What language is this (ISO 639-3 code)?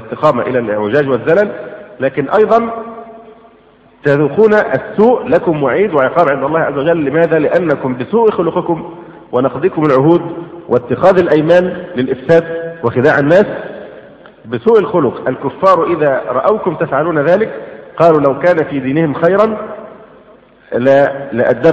ara